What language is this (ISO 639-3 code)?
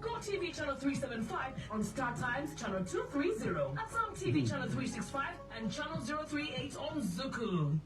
ach